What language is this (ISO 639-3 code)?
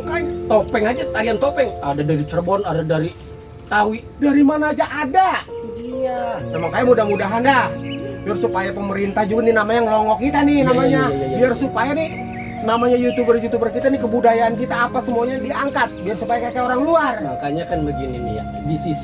bew